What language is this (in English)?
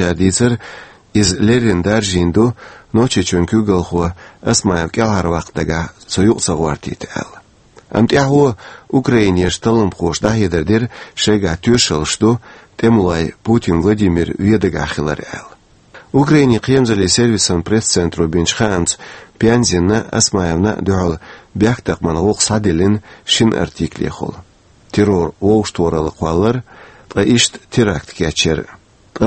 Chechen